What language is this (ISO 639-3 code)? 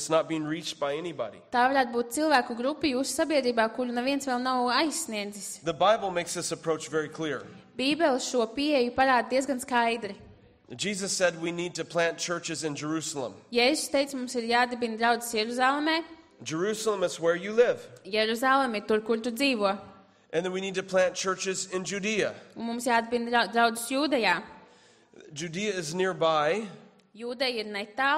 lav